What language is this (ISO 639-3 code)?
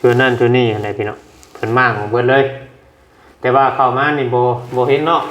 tts